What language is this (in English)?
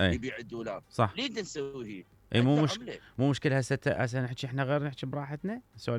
Mesopotamian Arabic